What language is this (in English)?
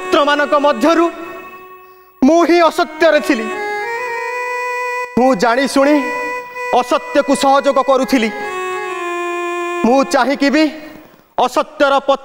Odia